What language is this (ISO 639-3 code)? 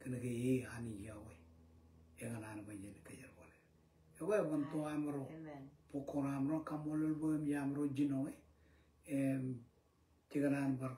mah